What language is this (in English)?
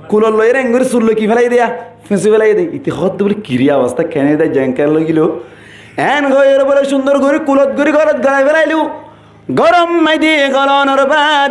Rohingya